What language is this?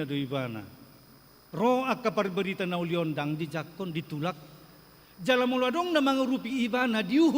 Batak Toba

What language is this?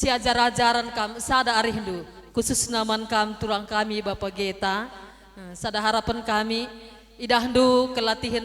Batak Karo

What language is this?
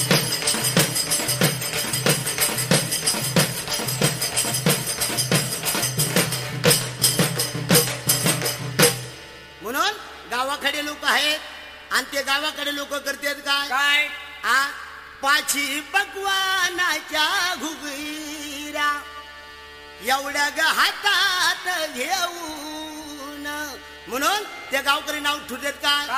Marathi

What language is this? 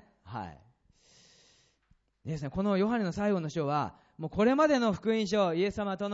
Japanese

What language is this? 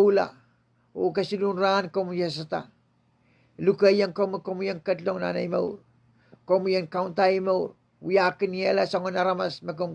Pohnpeian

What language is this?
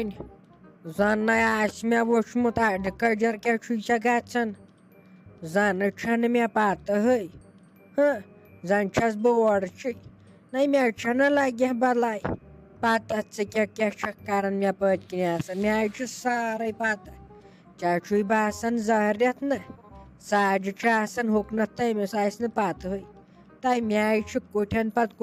Kashmiri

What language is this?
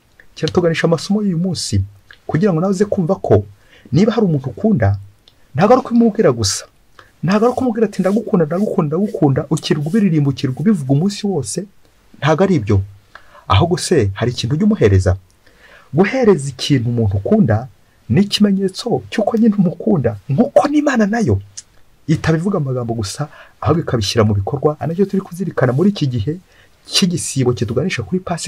Kinyarwanda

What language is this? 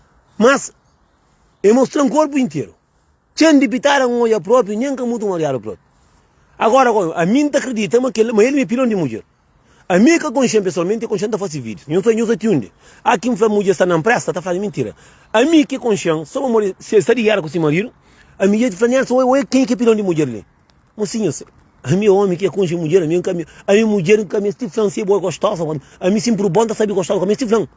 Kabuverdianu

